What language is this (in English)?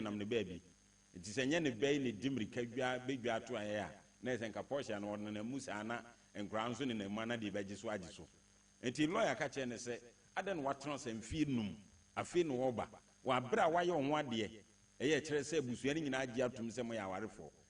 Akan